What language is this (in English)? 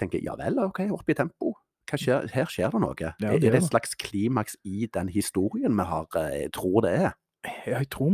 Norwegian